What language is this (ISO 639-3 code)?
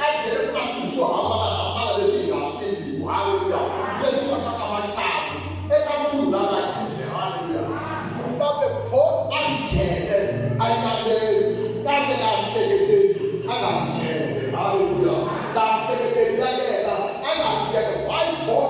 tso